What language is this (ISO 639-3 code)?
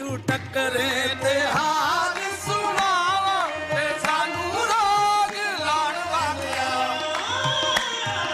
pan